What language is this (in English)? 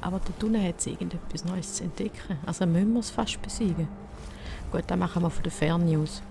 Swiss German